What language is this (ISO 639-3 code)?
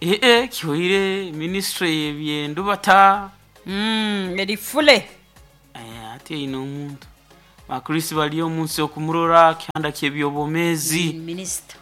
nyo